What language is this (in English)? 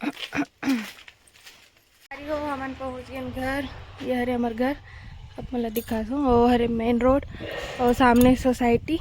Chhattisgarhi